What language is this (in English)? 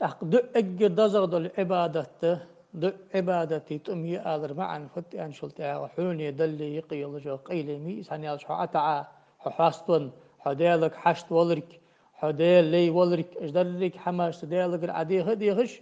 Ingush